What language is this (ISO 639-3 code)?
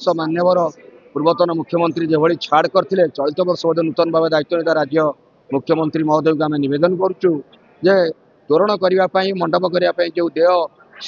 ori